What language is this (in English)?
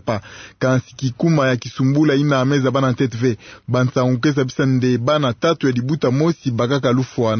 Kituba (Democratic Republic of Congo)